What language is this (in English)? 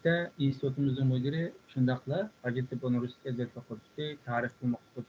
Uyghur